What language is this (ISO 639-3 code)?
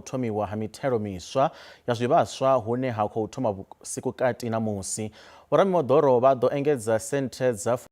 ven